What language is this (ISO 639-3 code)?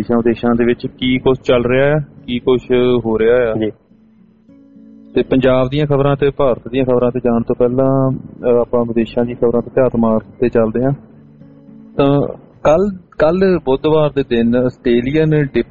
pan